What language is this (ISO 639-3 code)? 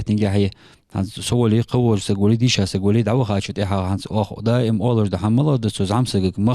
inh